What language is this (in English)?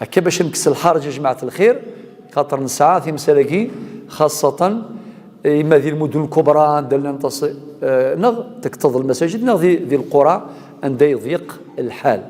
Kabyle